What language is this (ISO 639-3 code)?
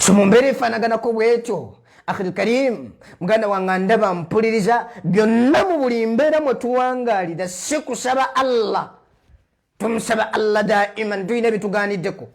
lug